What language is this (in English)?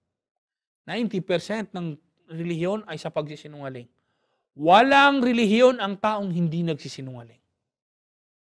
Filipino